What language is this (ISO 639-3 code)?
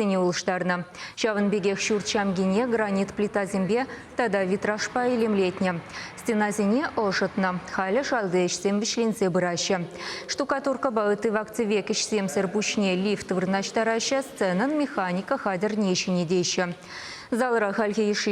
chv